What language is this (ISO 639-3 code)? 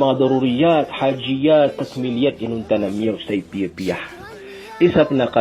mrw